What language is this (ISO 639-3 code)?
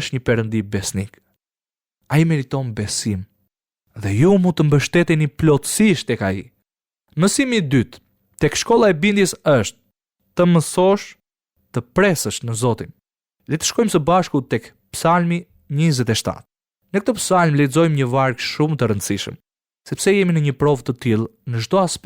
sqi